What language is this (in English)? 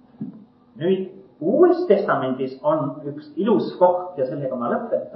Estonian